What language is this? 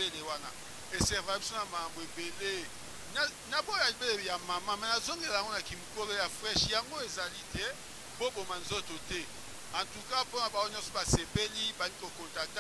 Lingala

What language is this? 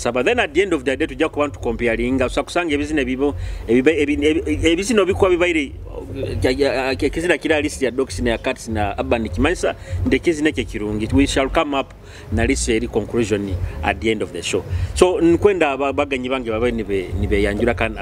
Nyoro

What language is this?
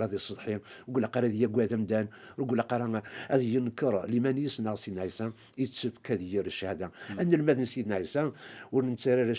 Kabyle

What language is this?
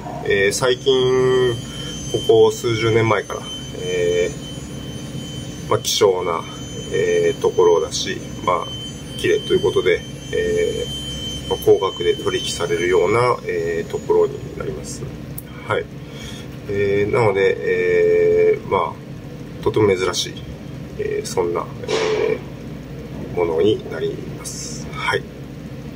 Japanese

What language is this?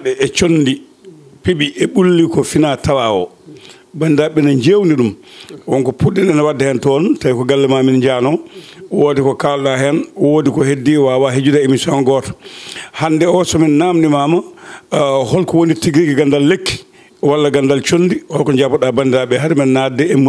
Fula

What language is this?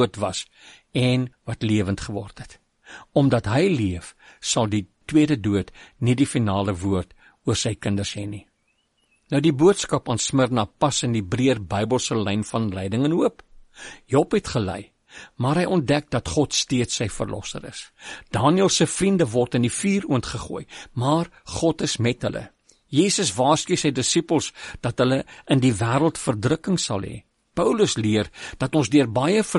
Afrikaans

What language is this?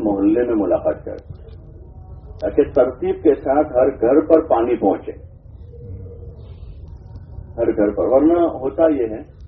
Urdu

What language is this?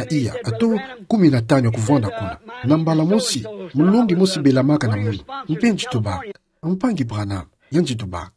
Kituba (Democratic Republic of Congo)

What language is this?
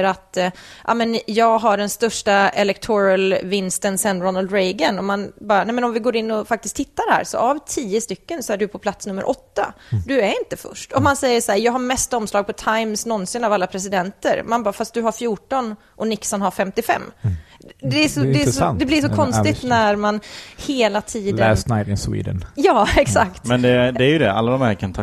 Swedish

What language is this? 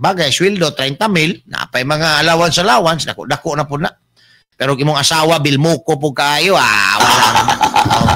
Cebuano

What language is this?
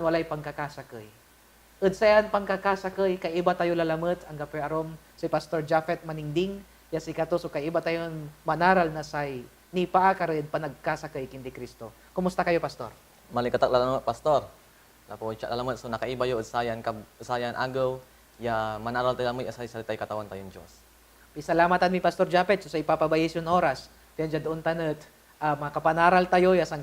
Pangasinan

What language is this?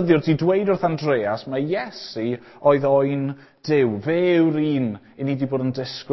Welsh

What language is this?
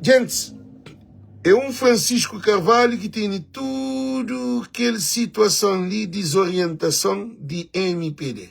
Kabuverdianu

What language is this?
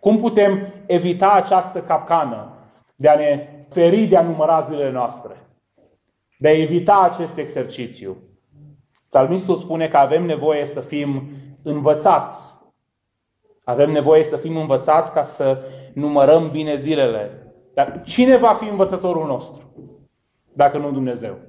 Romanian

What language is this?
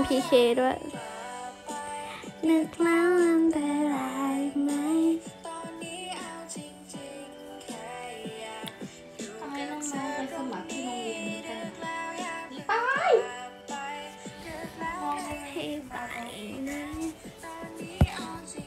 Thai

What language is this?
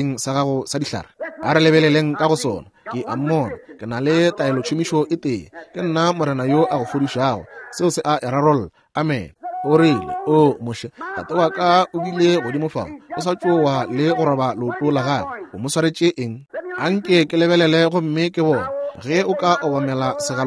Northern Sotho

